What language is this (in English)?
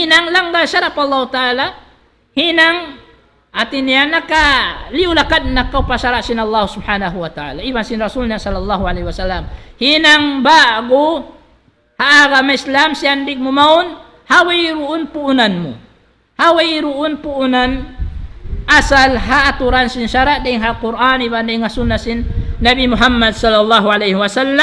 Tausug